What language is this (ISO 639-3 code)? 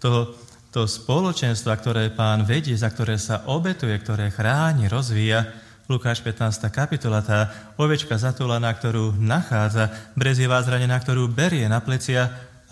slk